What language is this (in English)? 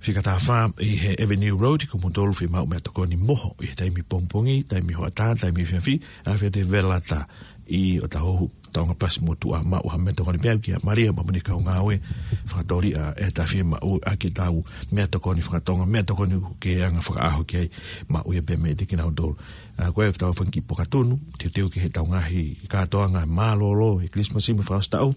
Tongan